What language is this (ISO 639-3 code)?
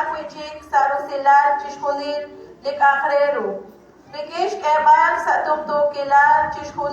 kek